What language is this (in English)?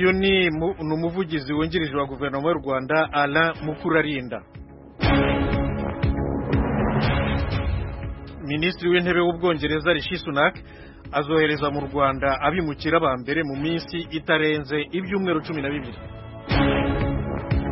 Kinyarwanda